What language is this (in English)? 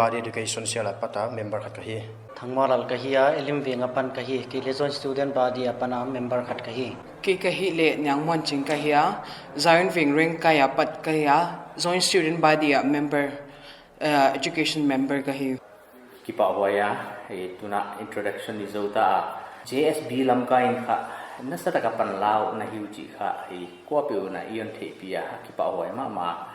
Paite Chin